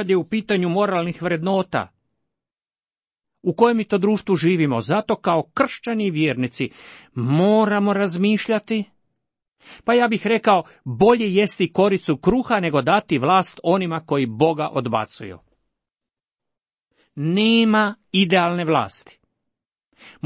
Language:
Croatian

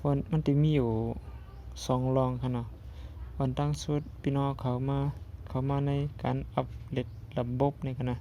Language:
Shan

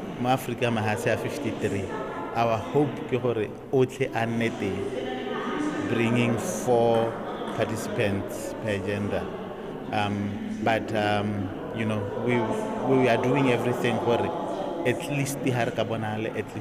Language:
Tswana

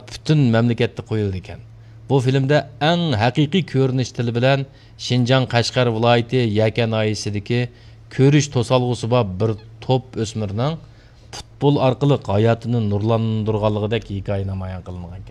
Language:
Uyghur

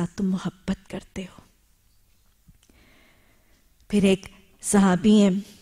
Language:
Urdu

